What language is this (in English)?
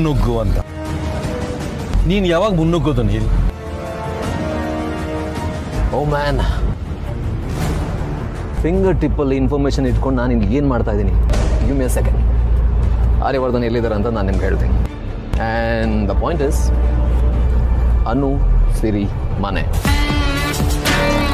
Kannada